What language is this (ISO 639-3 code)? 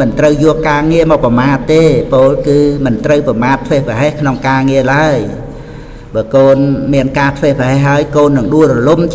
khm